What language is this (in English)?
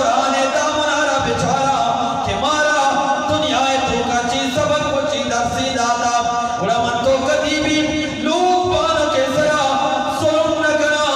Eastern Balochi